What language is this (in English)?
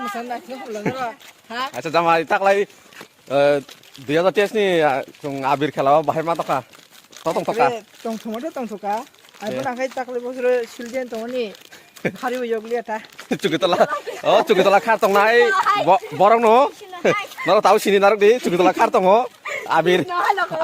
Kok Borok